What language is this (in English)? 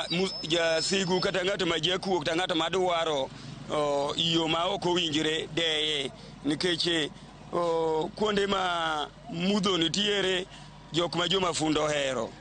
Luo (Kenya and Tanzania)